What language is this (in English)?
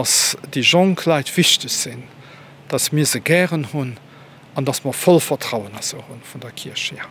Luxembourgish